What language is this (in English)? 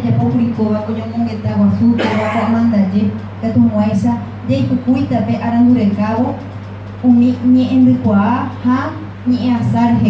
Guarani